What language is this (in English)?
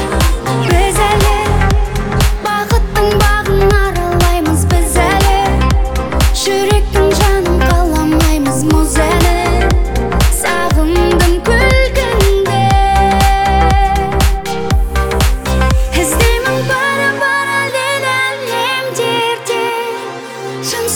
Kazakh